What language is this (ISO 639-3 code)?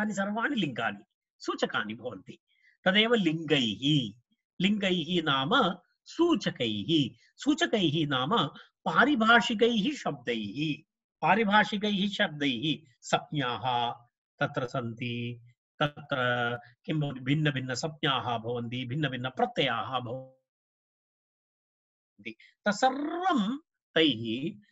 san